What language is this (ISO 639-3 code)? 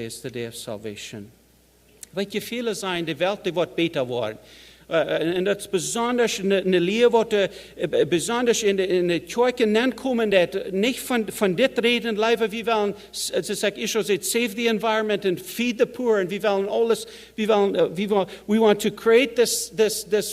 pdt